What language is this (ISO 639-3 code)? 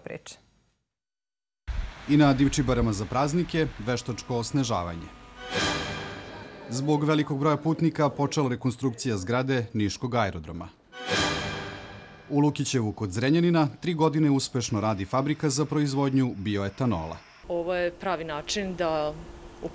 srp